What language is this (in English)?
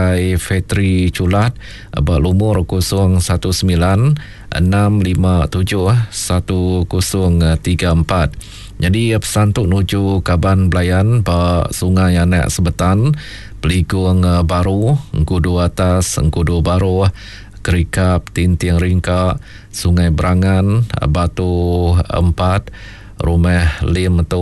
Iban